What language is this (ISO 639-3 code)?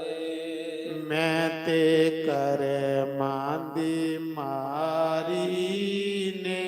doi